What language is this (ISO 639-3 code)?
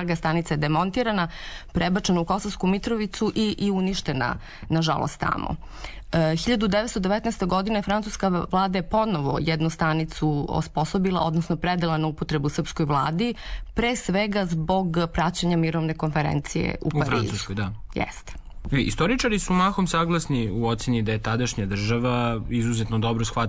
srp